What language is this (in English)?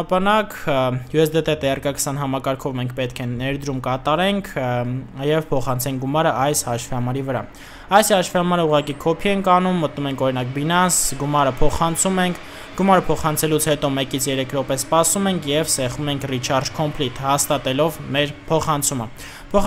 Armenian